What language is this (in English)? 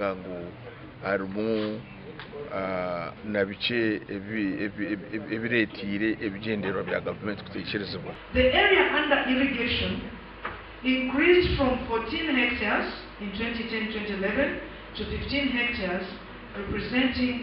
Nyankole